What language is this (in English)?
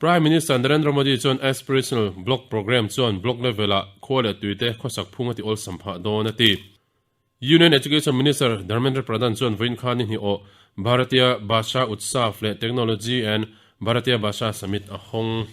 Mizo